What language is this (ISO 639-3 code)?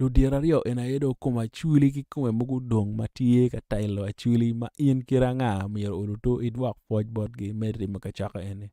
ach